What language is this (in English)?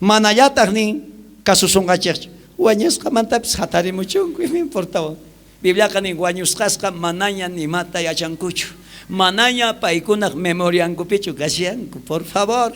South Bolivian Quechua